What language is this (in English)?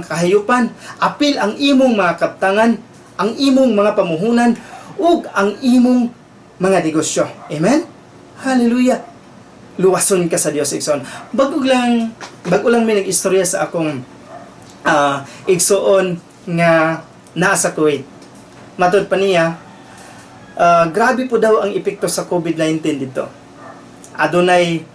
Cebuano